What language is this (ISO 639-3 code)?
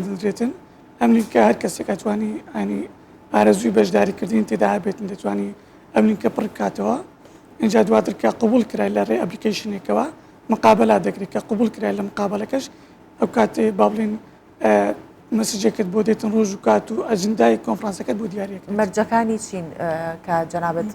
ckb